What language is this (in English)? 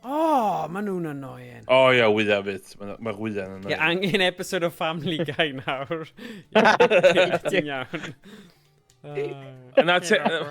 Welsh